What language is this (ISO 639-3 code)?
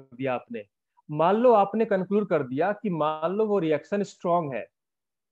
hin